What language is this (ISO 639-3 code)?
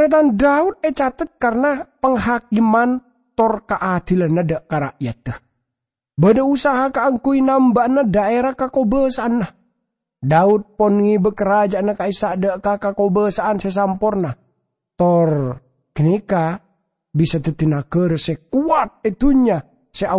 mad